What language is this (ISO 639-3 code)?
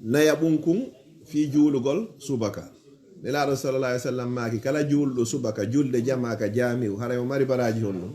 ful